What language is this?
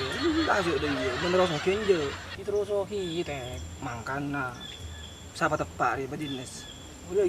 Madurese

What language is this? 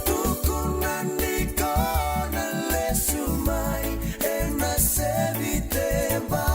Fijian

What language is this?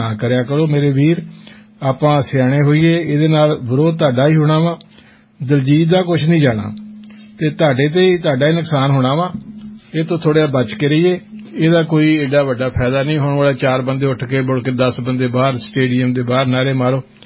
Punjabi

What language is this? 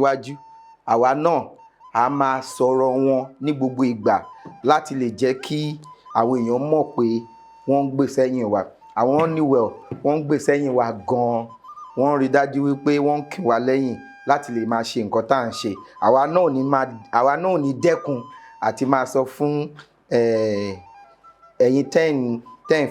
Yoruba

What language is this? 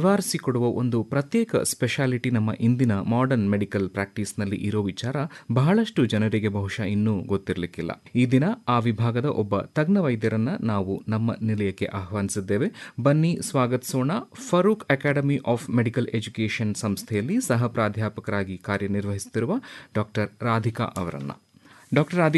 Kannada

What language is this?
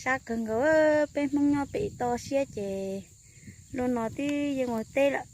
Hmong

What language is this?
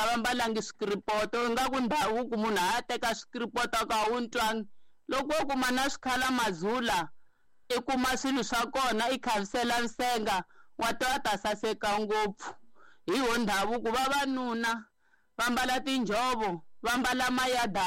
Tsonga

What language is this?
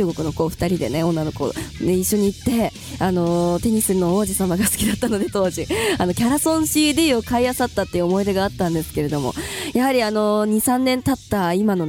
Japanese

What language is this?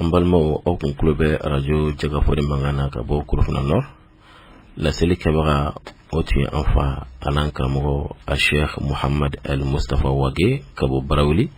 Bambara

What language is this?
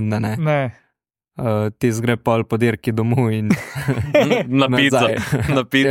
Slovenian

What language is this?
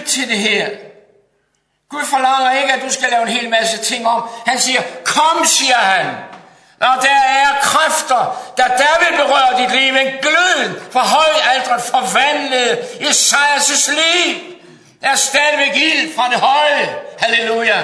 Danish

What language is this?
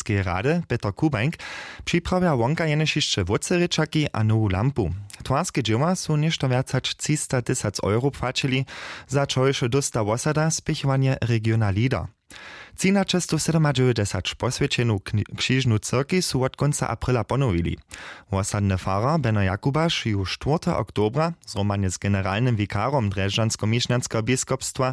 Upper Sorbian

